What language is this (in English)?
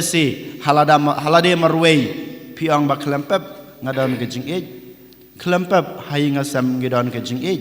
Khasi